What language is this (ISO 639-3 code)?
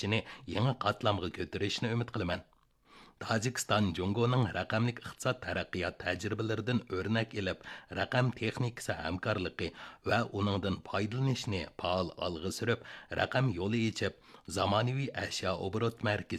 uig